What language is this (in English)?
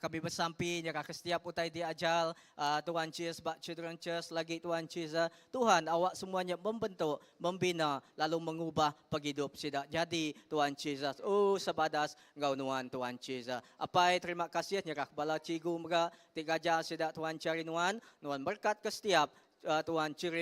Iban